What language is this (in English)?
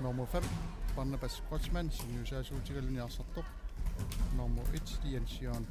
Kalaallisut